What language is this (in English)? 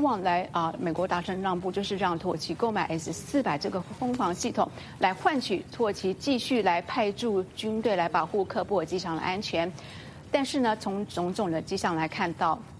Chinese